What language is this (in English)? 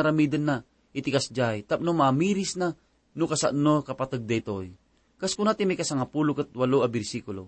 Iloko